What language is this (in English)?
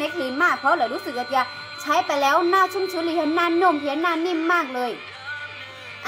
Thai